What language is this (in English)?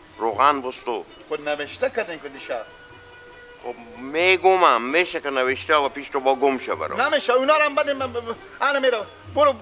Persian